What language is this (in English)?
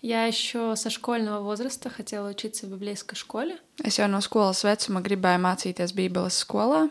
Latvian